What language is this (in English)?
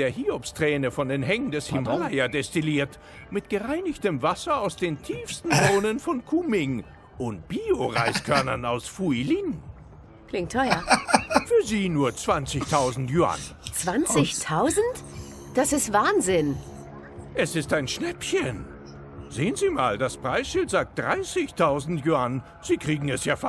Swiss German